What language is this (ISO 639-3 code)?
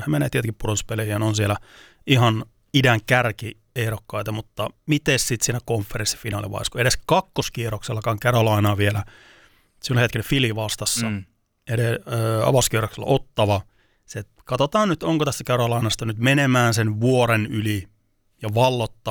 fin